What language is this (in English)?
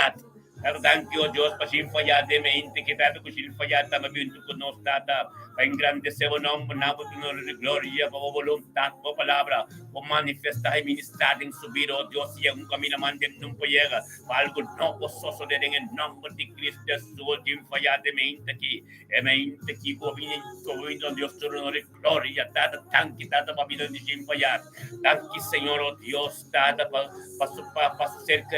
Papiamento